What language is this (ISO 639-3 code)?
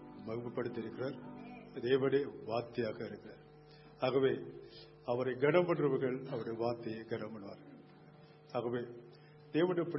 tam